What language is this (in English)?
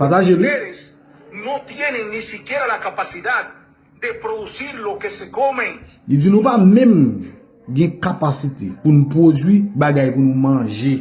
Haitian Creole